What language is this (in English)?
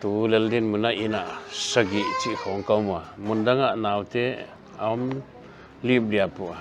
Paite Chin